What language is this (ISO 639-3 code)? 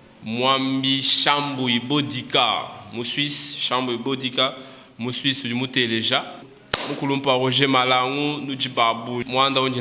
lua